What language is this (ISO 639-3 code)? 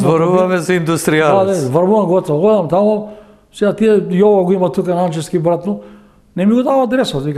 mkd